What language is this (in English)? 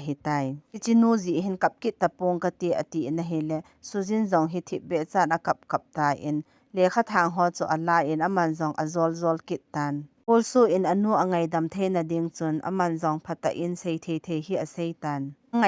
Thado Chin